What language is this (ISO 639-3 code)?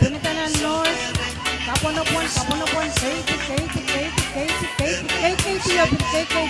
pon